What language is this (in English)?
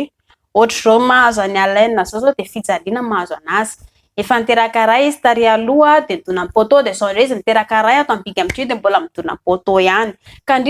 Malagasy